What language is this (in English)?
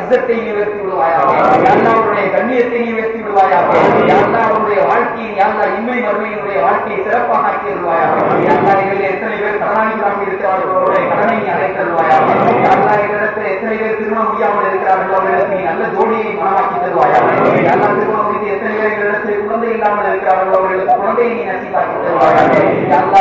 Tamil